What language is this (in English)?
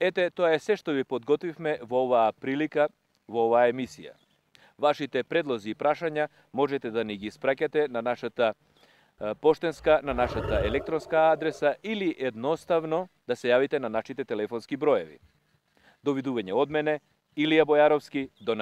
Macedonian